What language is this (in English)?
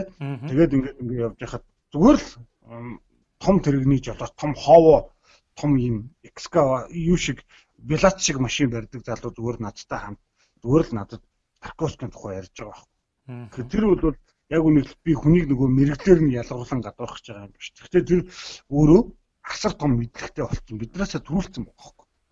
Mongolian